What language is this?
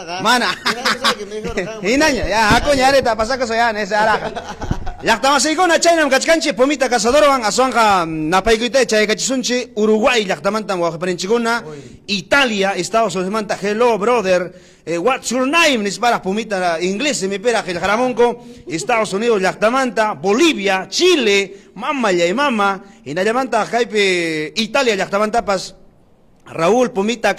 Ayacucho Quechua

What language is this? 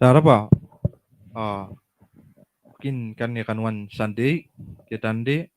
Gilbertese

